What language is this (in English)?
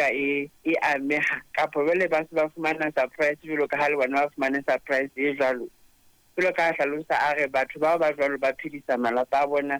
Southern Sotho